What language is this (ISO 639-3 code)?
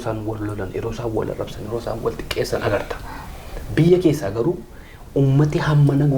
orm